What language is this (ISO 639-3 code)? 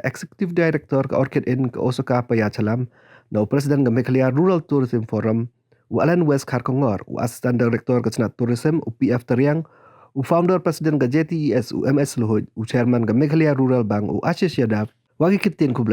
pbv